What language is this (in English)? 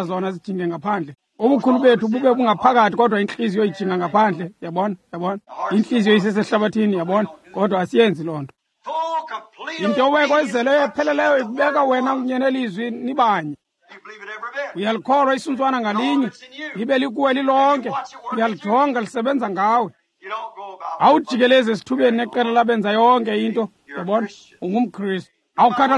Xhosa